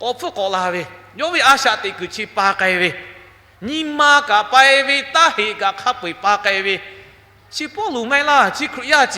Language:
Lahu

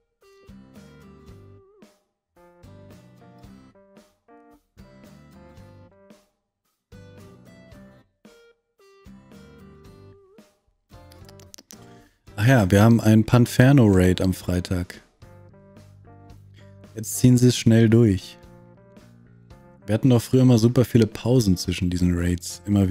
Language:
German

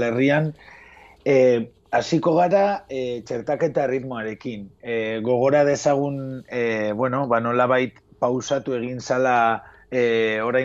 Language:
Basque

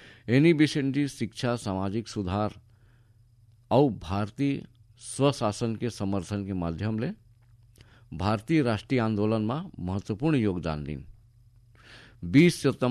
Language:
Chhattisgarhi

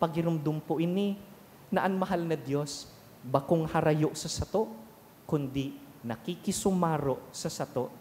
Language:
Bikol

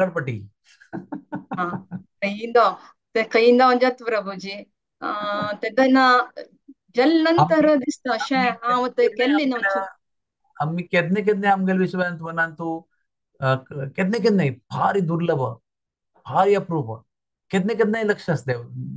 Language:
Konkani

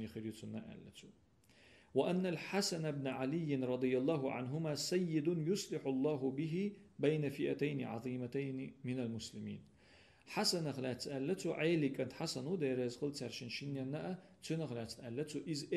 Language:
Chechen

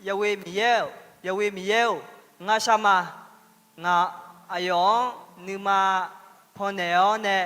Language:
Akha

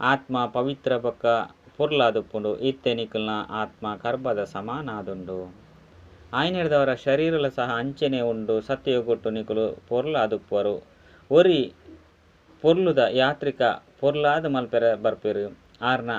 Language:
Tulu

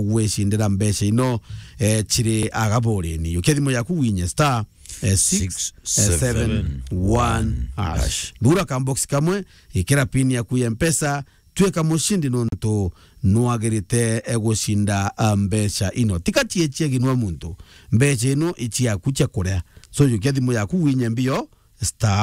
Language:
Meru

